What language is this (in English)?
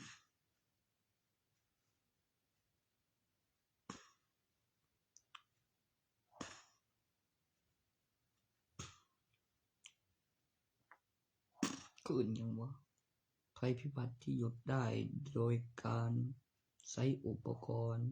Northeastern Thai